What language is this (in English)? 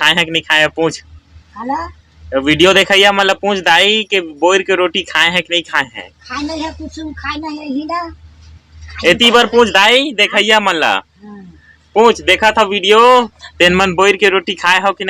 Chhattisgarhi